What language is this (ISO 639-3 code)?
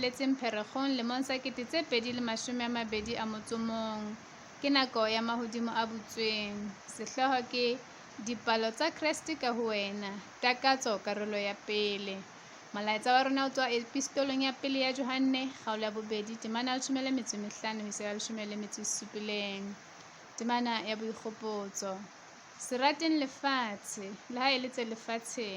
sot